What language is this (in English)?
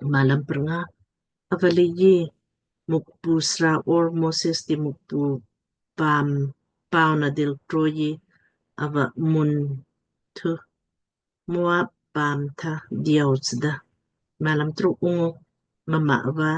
Lamkang